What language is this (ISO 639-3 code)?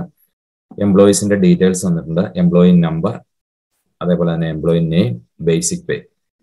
mal